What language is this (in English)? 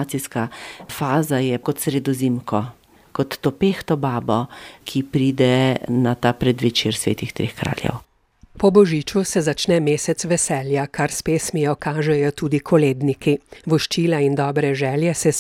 Slovenian